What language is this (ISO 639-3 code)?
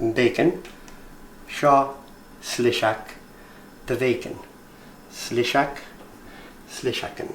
gla